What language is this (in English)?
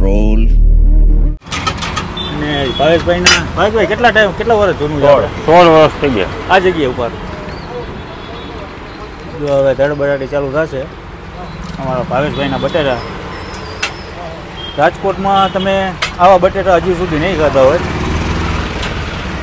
Gujarati